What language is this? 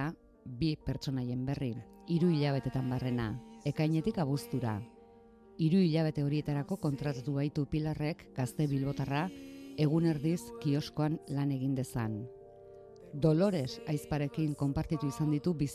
Basque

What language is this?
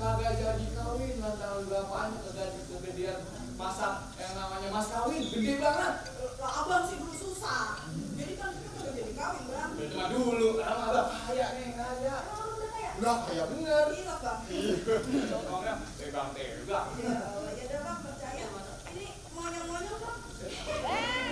Betawi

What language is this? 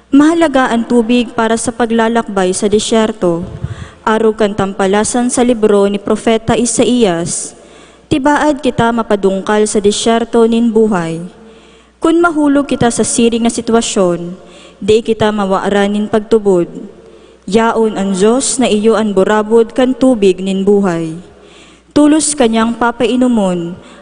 Bikol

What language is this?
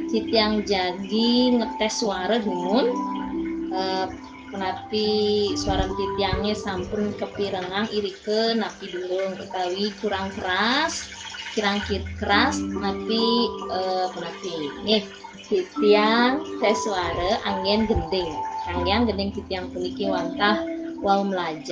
Balinese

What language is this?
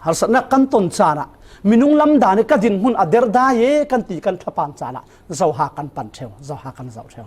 Falam Chin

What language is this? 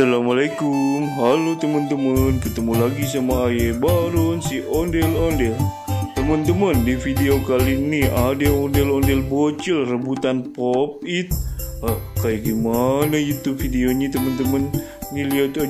Betawi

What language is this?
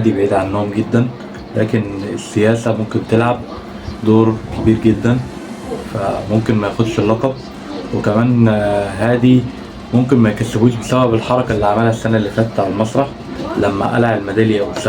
Egyptian Arabic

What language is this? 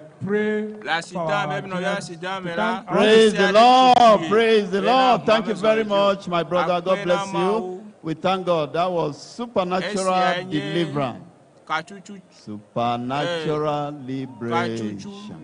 Ewe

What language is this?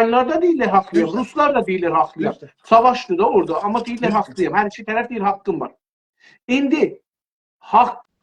South Azerbaijani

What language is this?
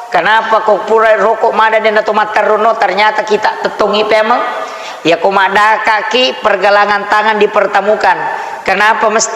Buginese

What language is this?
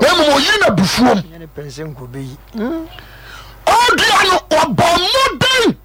Akan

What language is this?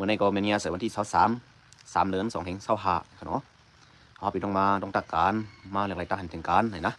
Shan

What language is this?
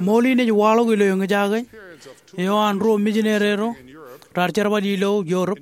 Marshallese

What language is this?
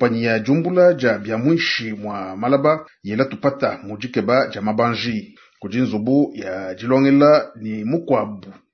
Luba-Lulua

